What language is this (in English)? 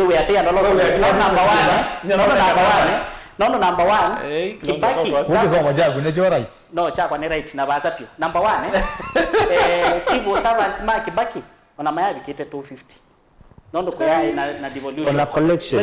Kamba